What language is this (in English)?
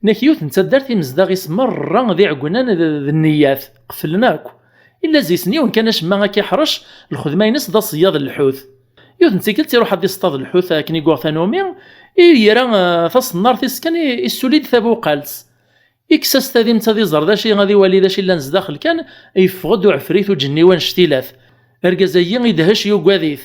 Kabyle